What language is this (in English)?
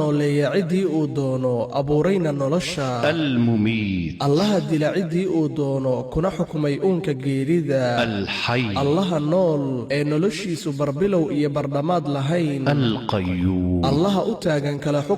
Somali